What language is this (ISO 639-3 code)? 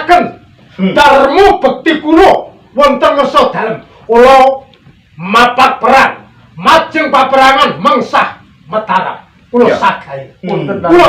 jav